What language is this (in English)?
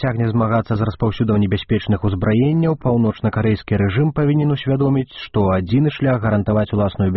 Belarusian